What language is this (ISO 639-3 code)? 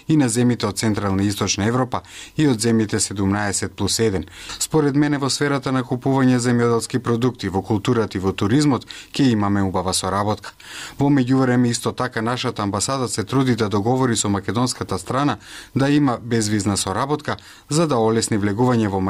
mkd